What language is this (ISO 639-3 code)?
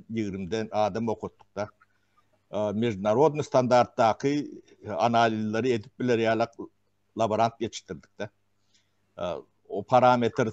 tuk